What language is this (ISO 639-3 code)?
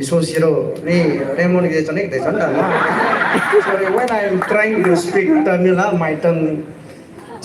nmf